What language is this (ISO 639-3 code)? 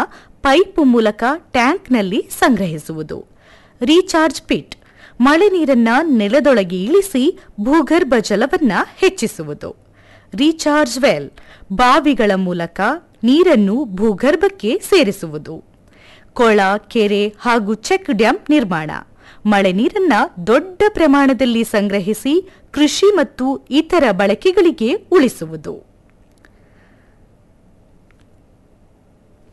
kan